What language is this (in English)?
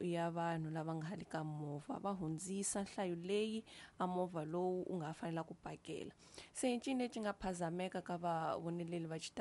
Tsonga